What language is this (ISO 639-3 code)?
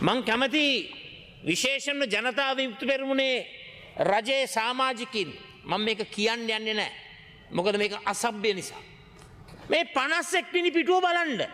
sin